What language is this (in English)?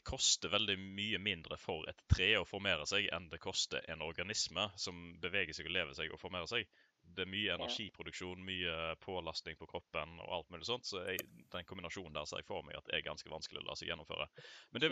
Norwegian